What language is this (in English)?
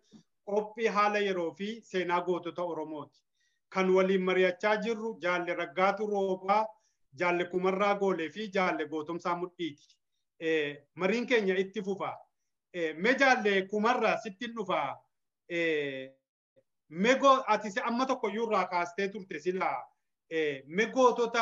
Oromo